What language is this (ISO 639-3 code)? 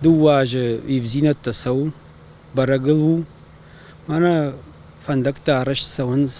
oss